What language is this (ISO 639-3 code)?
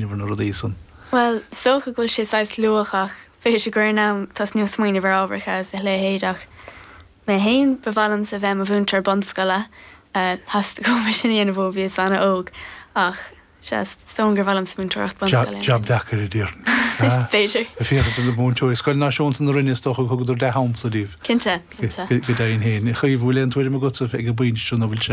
gle